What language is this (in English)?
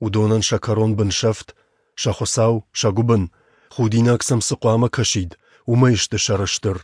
Ossetic